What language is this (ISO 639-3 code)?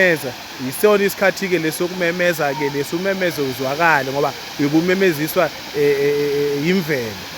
zul